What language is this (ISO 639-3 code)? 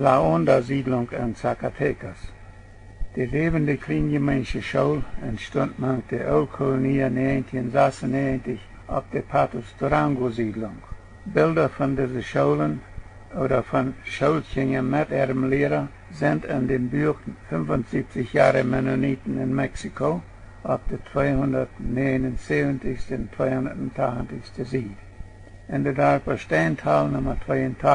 pdt